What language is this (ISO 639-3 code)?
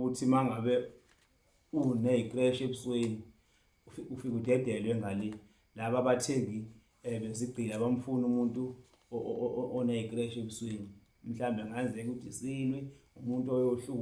zul